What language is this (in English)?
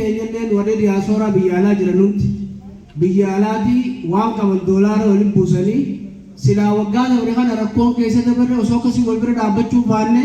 Oromo